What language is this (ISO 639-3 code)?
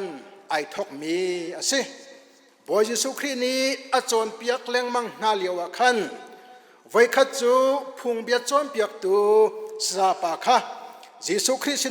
cnh